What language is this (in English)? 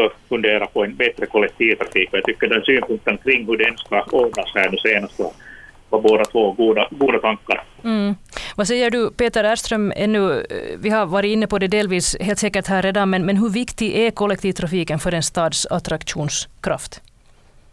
Swedish